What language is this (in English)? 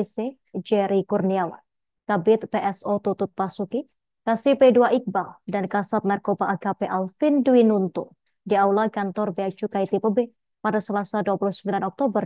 Indonesian